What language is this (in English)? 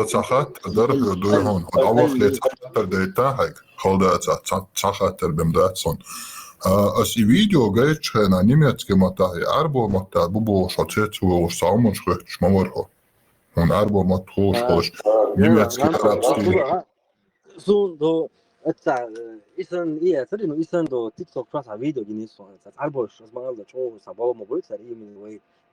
Chechen